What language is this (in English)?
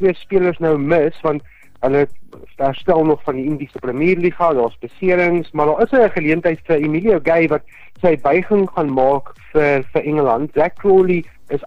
Afrikaans